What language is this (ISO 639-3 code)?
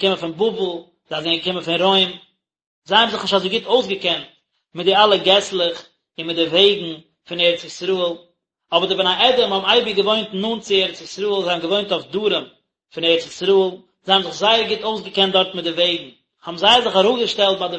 yid